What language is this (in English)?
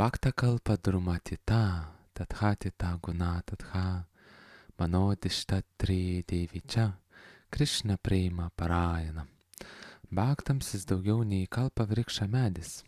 Lithuanian